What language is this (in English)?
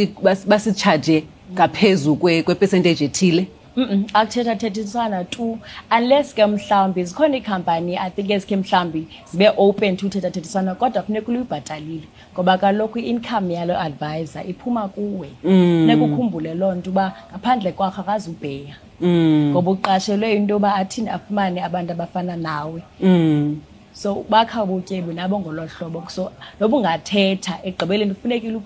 Xhosa